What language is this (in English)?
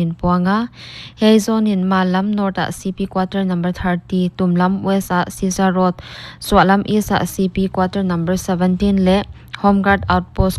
Paite Chin